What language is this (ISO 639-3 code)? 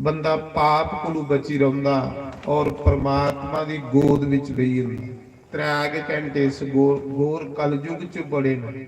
doi